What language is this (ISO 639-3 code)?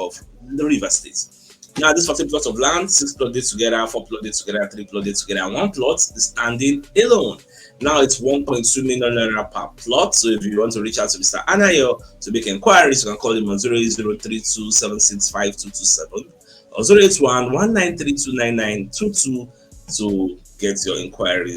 pcm